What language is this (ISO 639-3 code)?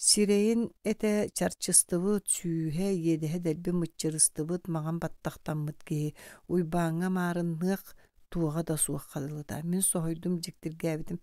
sah